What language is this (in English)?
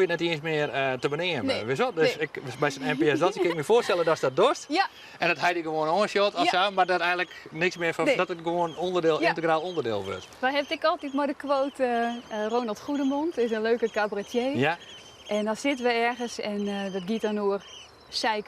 Western Frisian